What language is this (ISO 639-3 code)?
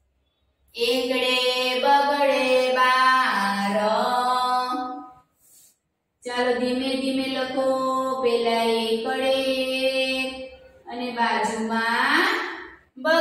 guj